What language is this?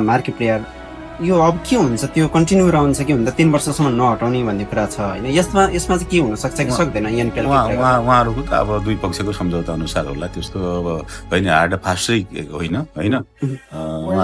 Nepali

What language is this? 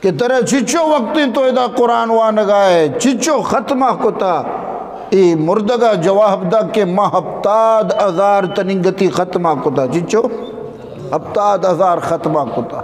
Eastern Balochi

